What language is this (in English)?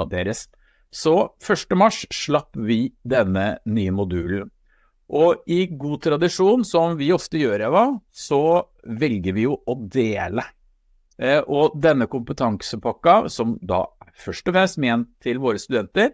Norwegian